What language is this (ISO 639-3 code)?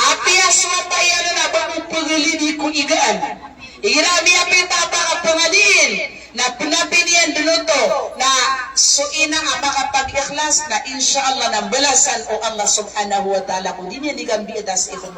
mrw